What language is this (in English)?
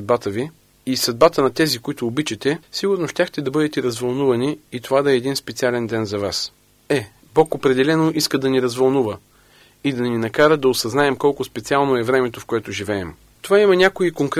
Bulgarian